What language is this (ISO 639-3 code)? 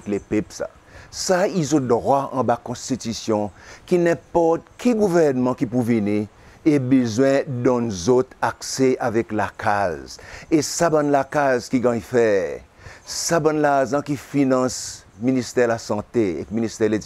crs